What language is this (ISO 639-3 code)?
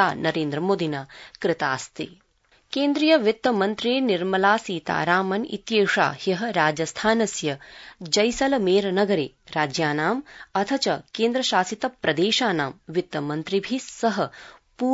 san